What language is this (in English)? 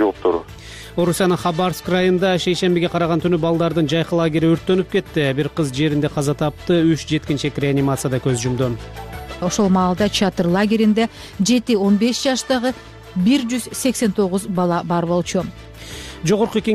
Kyrgyz